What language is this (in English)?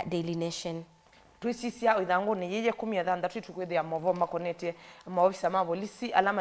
Kamba